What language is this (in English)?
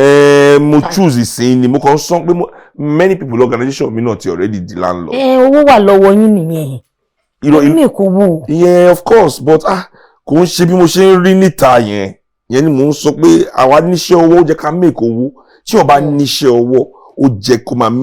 Yoruba